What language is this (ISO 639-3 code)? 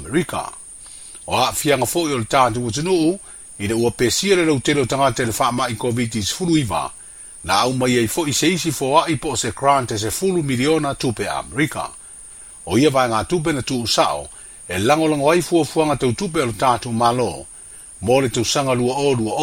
smo